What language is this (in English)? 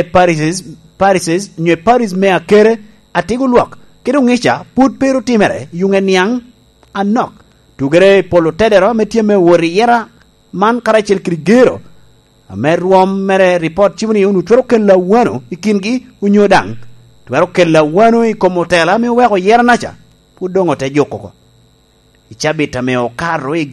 Lango (Uganda)